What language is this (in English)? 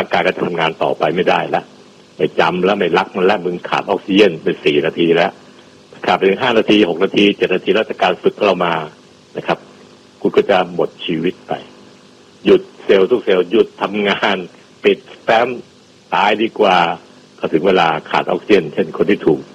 Thai